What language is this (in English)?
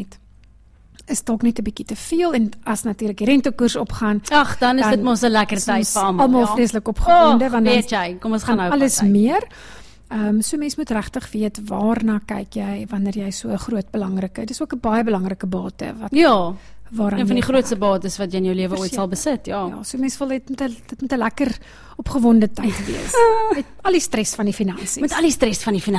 Afrikaans